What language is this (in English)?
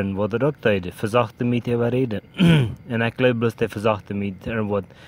Plautdietsch